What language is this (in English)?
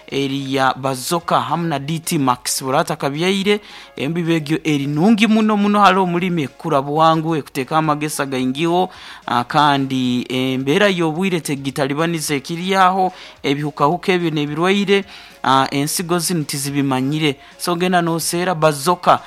Nyoro